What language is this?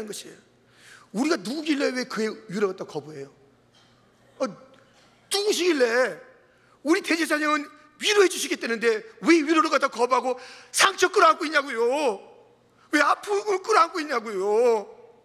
Korean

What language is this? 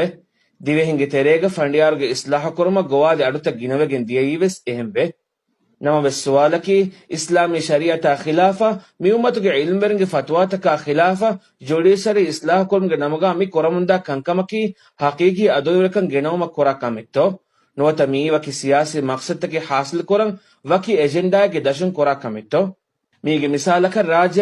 Divehi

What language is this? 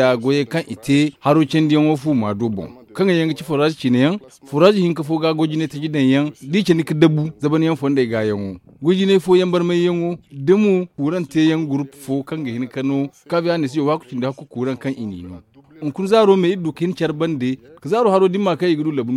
Zarma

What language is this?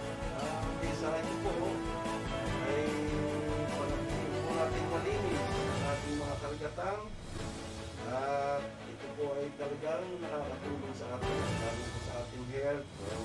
Filipino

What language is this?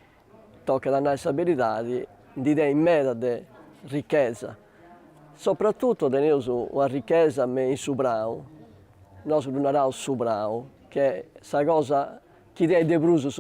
Sardinian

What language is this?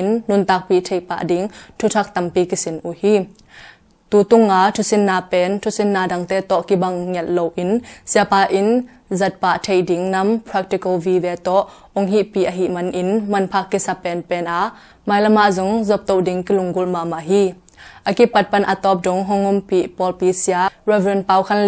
Tedim Chin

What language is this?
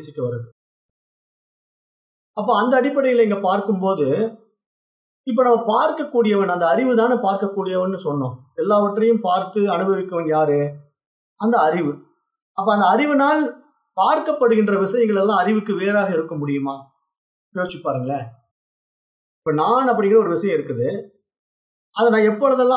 Tamil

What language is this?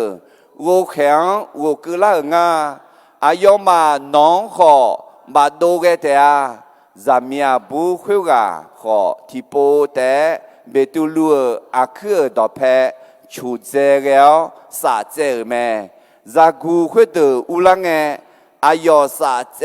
Akha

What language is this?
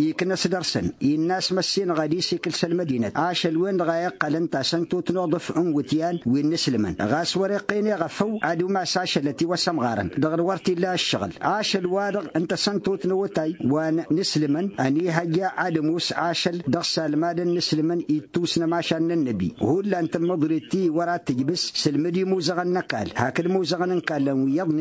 Tamasheq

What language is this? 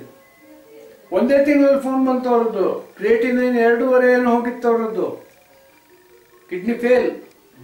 Kannada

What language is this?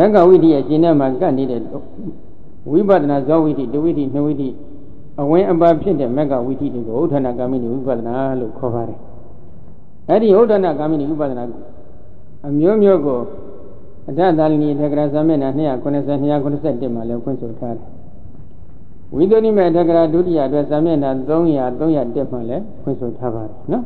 Burmese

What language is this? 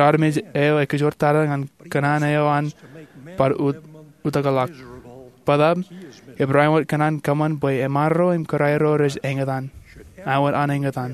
Marshallese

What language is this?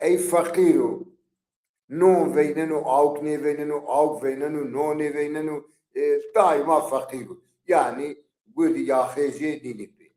Zaza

